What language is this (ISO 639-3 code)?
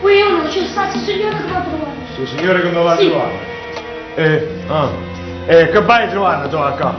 nap